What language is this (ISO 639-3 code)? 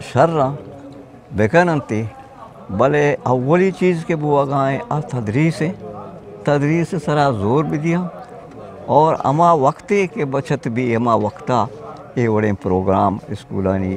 bgp